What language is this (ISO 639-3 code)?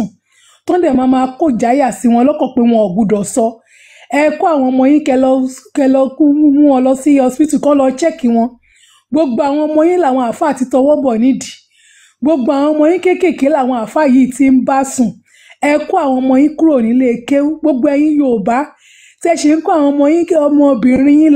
yor